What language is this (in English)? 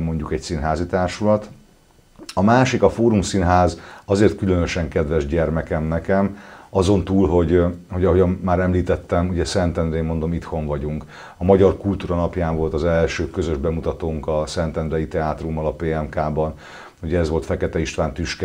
Hungarian